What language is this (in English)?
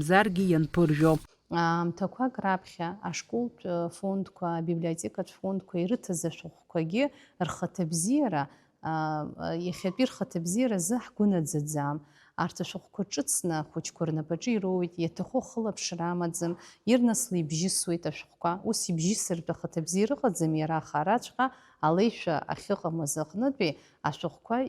Abkhazian